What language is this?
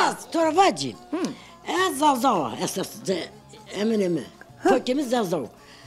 Zaza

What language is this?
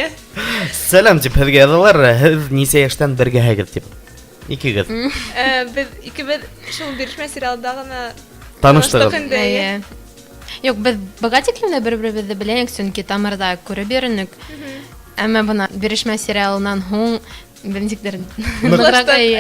Bashkir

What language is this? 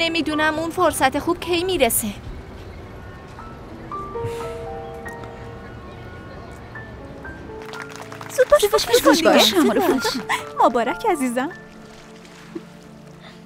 Persian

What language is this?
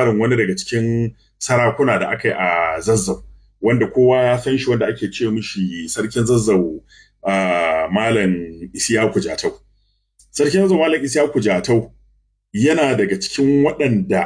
Hausa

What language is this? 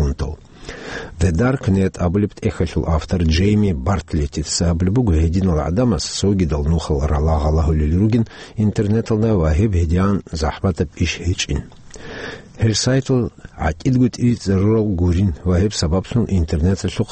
Avaric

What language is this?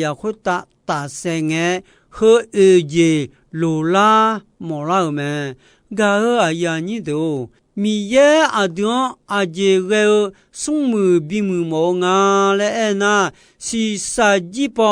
Akha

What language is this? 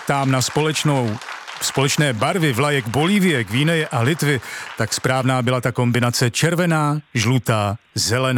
Czech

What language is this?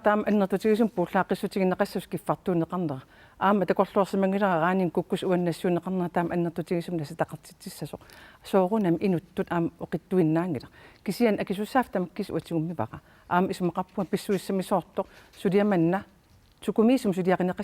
Kalaallisut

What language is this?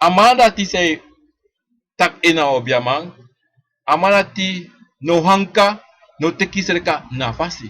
Sranan Tongo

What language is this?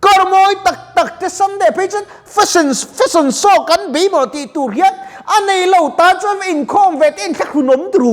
Mizo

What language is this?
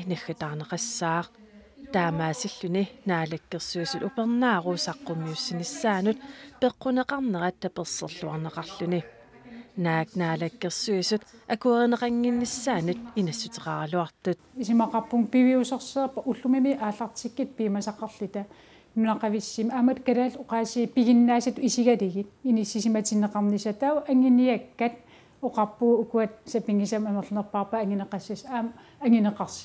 Kalaallisut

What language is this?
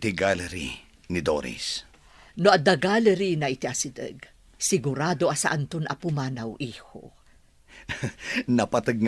Iloko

